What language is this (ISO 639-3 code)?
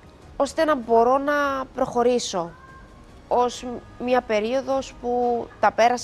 ell